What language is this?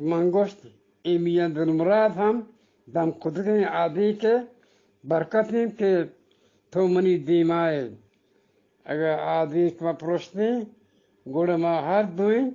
Eastern Balochi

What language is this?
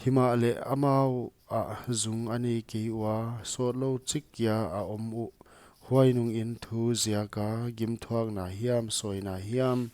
Paite Chin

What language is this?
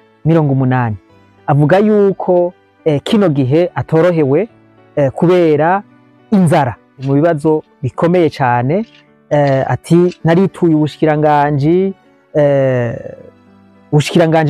Rundi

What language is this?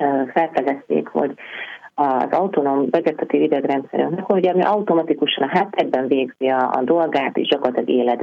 Hungarian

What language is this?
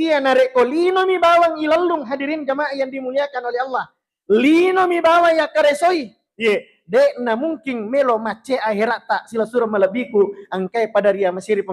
Buginese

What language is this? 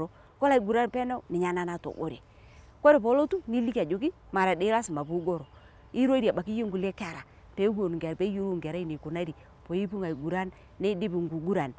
Masai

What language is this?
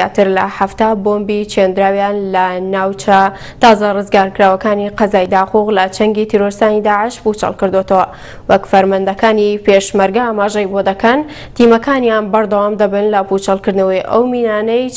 Central Kurdish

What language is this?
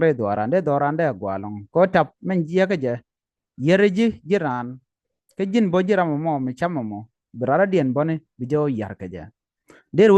Nuer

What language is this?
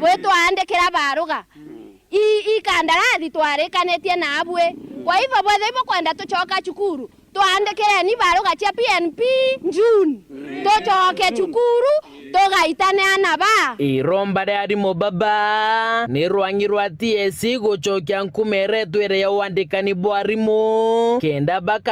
Meru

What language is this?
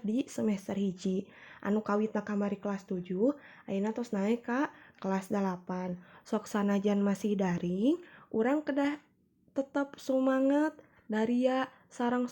Sundanese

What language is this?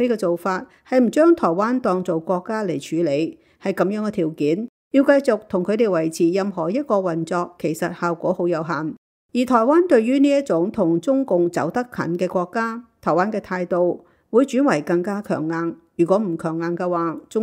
Cantonese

